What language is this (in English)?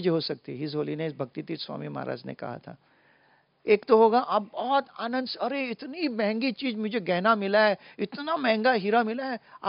Hindi